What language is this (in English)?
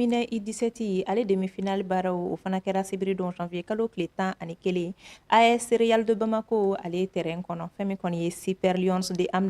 Bambara